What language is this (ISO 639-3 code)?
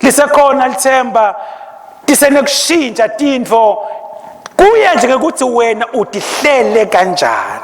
ssw